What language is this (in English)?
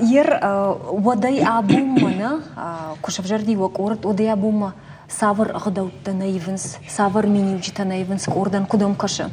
Ossetic